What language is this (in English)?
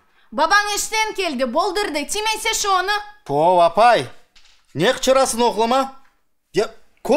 Crimean Tatar